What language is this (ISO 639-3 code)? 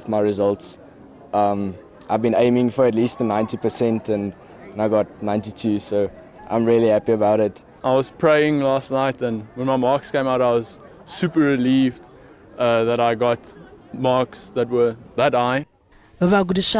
ven